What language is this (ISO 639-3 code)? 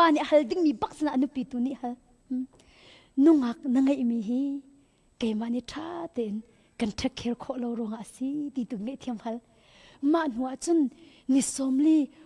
cnh